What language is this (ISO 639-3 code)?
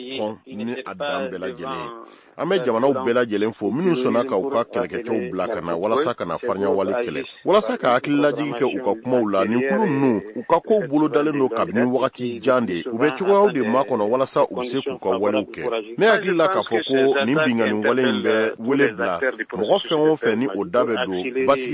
bam